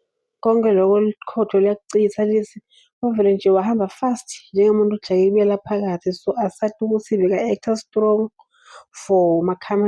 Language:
Zulu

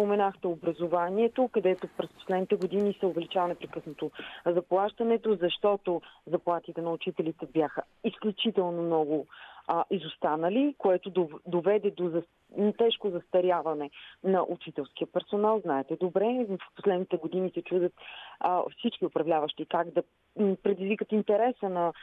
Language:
Bulgarian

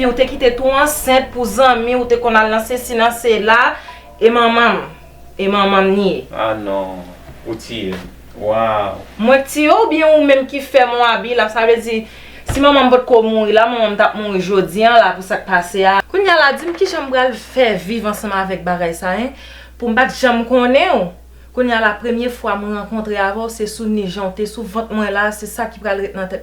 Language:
Haitian Creole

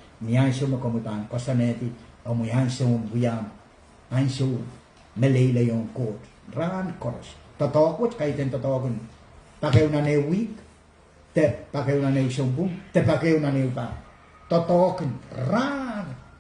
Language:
Pohnpeian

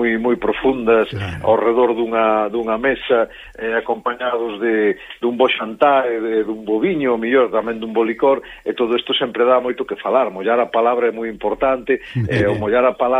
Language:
Galician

